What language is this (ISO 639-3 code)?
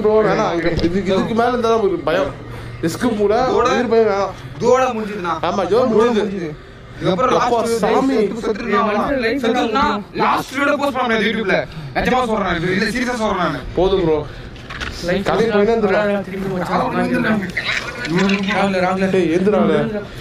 tam